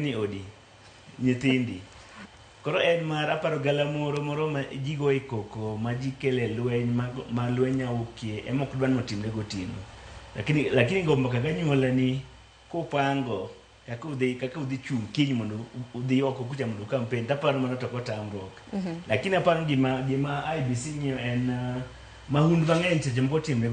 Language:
Luo (Kenya and Tanzania)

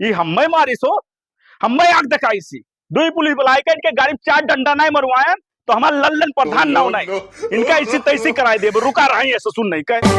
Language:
Awadhi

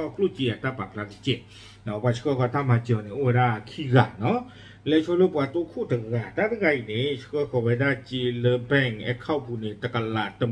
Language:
S'gaw Karen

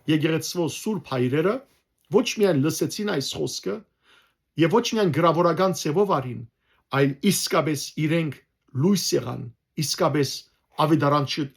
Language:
Western Armenian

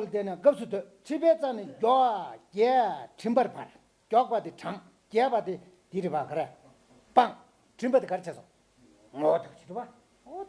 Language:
Tibetan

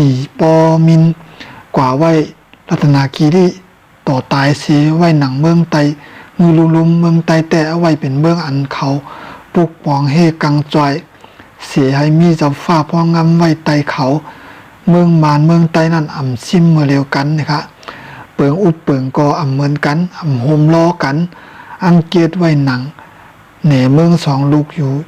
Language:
Shan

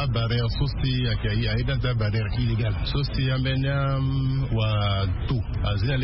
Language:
Sango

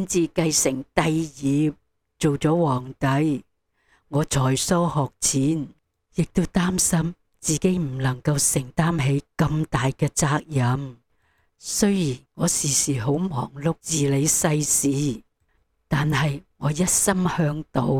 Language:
Cantonese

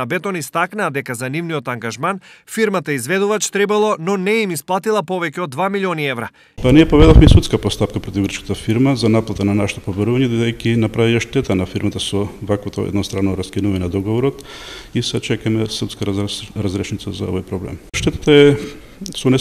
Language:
Macedonian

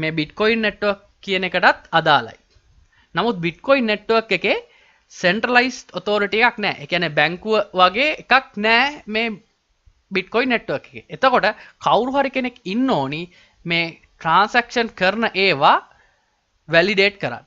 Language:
Sinhala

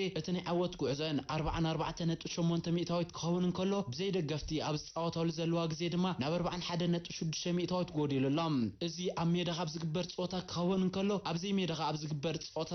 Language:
Tigrinya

